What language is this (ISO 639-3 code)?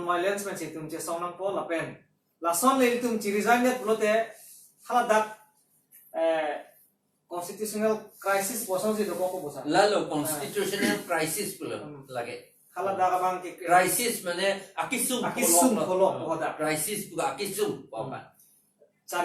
mjw